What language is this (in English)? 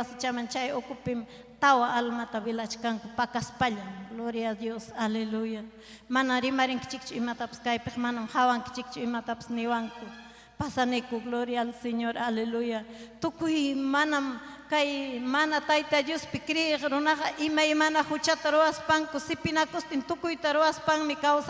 Ayacucho Quechua